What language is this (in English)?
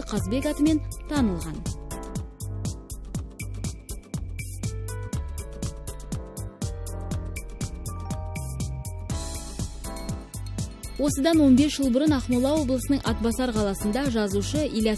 Kazakh